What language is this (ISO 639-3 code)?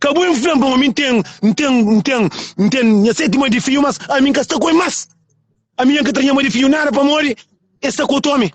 kea